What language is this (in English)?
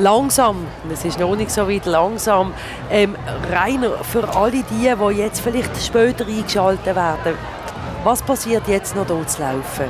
Swiss German